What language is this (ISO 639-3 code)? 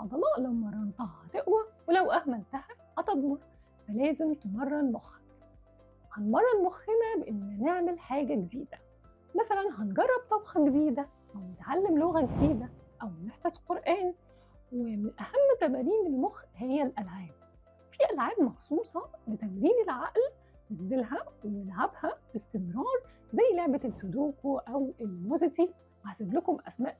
arz